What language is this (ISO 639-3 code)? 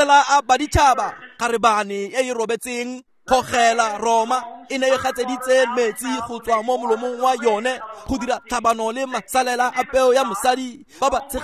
tsn